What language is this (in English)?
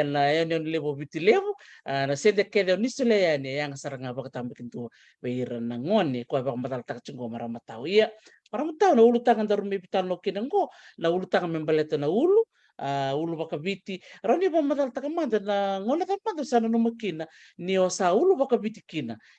Fijian